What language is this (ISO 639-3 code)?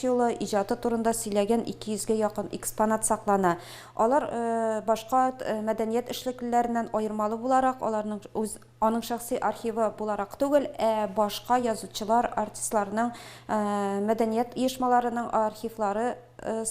tat